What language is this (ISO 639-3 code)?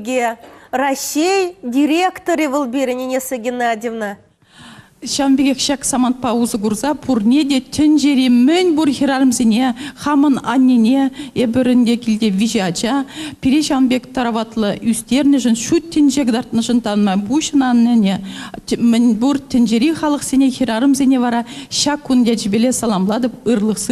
chv